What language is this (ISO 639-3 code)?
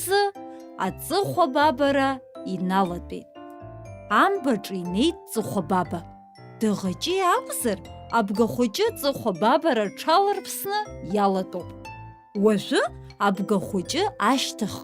abk